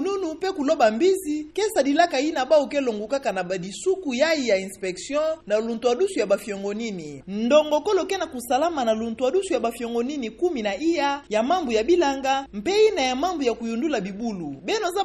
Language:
Kituba (Democratic Republic of Congo)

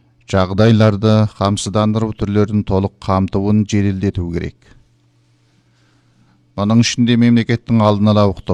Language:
Kazakh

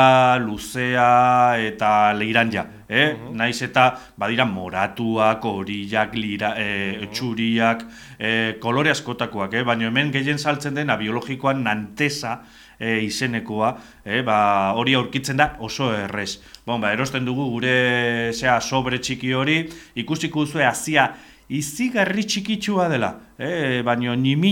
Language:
Basque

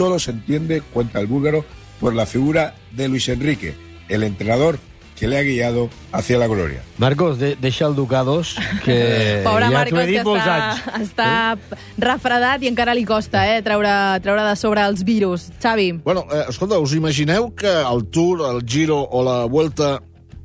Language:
Catalan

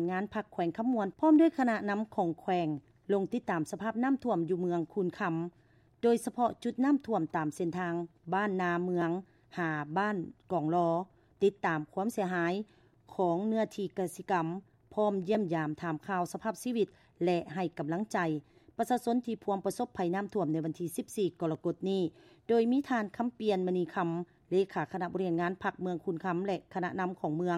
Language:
Lao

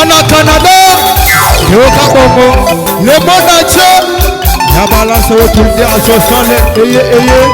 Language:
Luba-Lulua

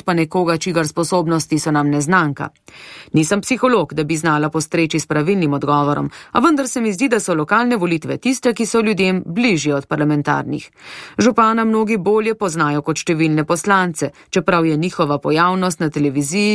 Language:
Slovenian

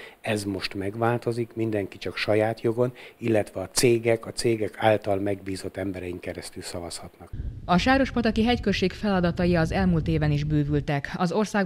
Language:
Hungarian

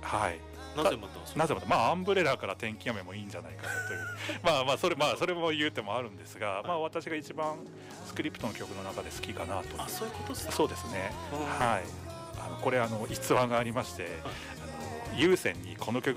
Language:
Japanese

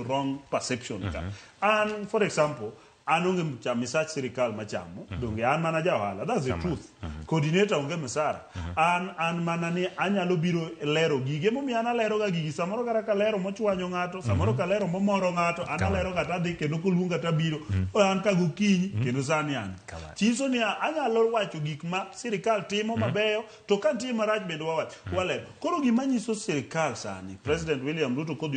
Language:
Luo (Kenya and Tanzania)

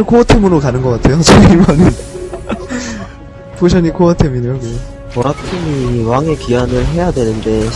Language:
Korean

